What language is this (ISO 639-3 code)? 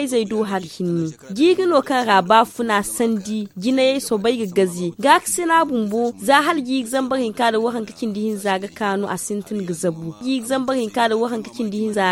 dje